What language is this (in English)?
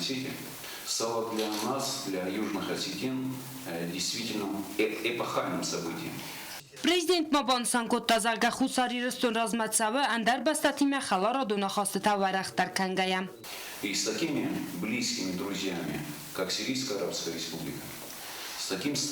Ossetic